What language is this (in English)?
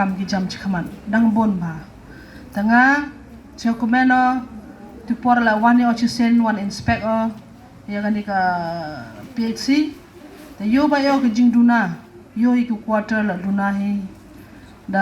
Khasi